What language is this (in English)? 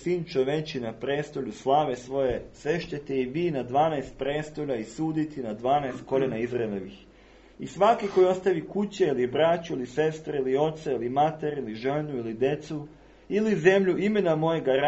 Serbian